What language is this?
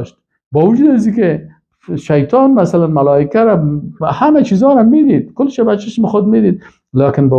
Persian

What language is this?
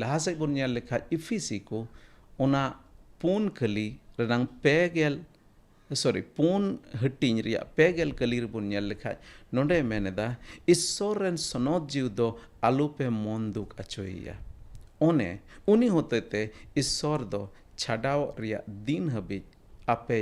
Santali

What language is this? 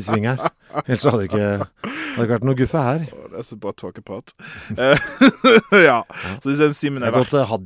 Norwegian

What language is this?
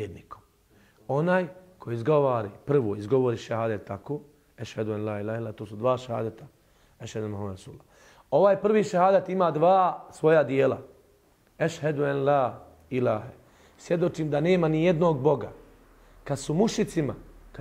Bosnian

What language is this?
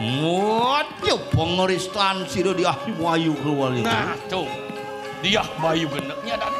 Balinese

